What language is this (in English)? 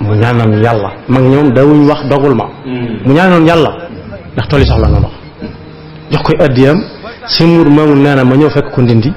Wolof